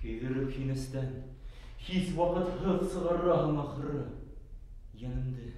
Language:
Bashkir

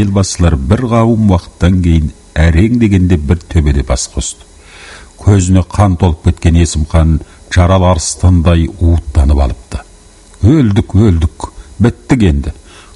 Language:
Kazakh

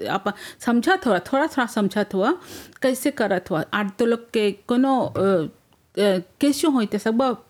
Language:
Bhojpuri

